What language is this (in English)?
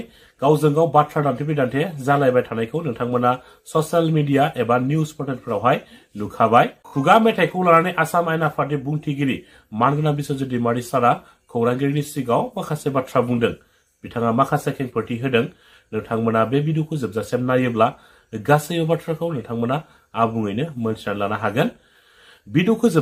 Bodo